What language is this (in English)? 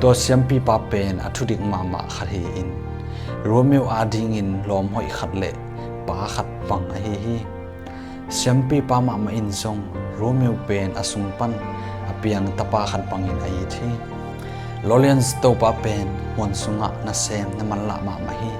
Tedim Chin